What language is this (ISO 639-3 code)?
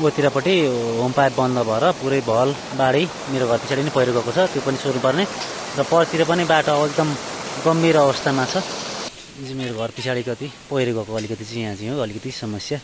nep